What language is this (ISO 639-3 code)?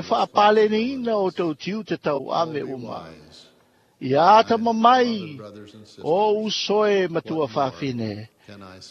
smo